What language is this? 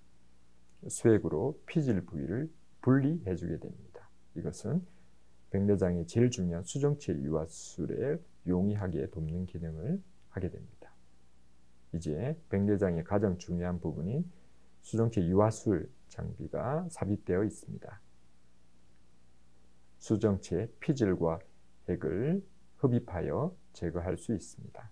Korean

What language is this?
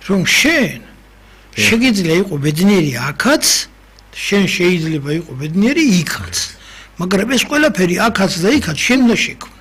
Georgian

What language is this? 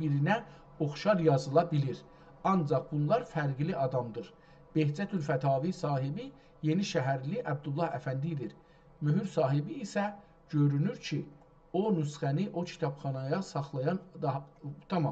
South Azerbaijani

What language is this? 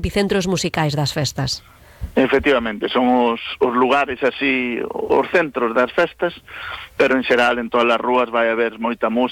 Galician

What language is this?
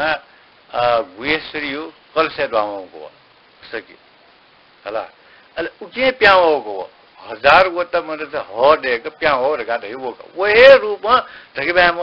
Newari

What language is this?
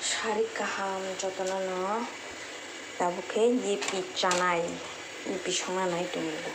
Kok Borok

